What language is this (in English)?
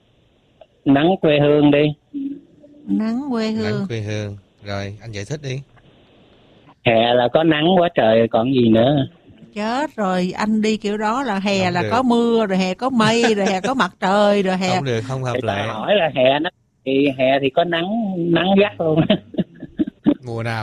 Vietnamese